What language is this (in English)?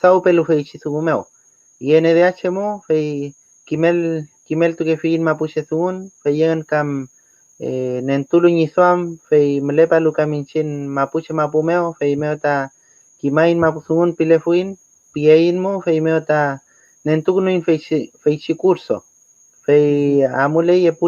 Mapuche